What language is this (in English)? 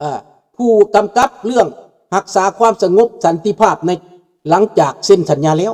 Lao